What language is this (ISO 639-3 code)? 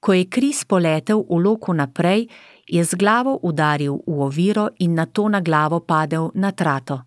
slv